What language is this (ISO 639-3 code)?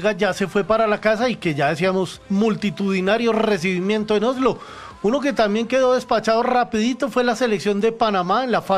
spa